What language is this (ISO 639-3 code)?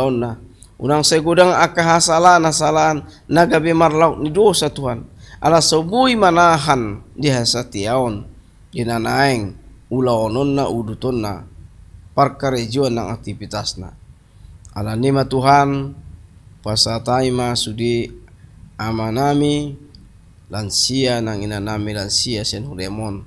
bbc